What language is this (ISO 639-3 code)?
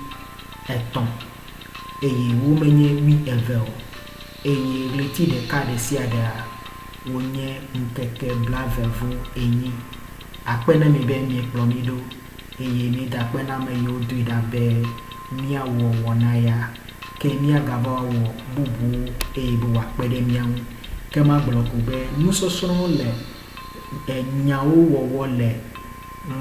ewe